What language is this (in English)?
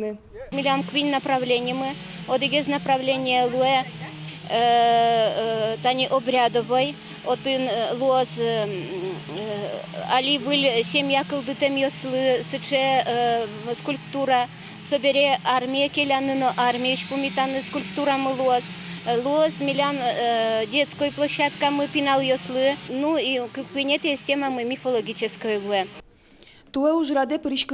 Udmurt